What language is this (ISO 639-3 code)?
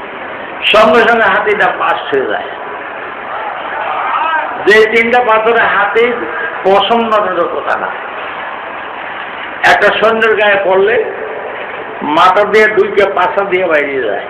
ben